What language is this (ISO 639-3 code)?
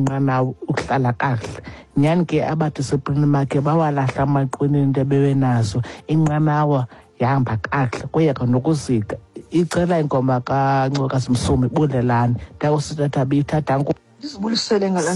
xho